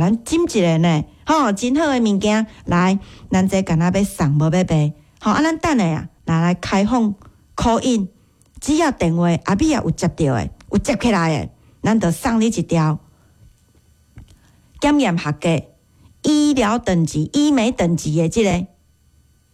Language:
Min Nan Chinese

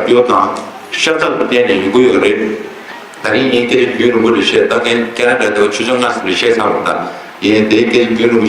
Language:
Tibetan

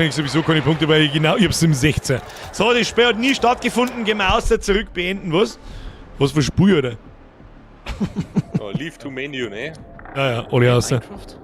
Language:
Bavarian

